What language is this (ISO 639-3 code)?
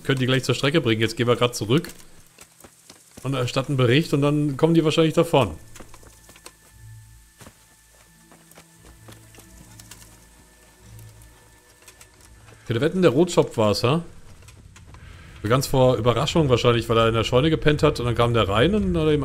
deu